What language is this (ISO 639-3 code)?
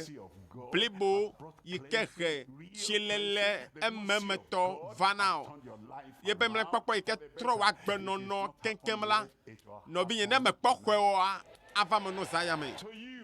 ewe